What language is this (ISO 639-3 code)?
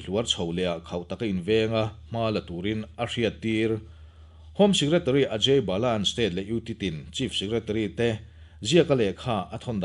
lus